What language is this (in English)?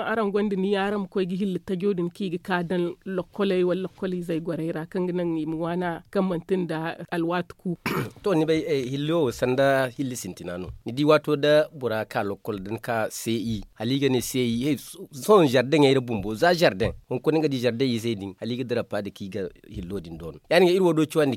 Zarma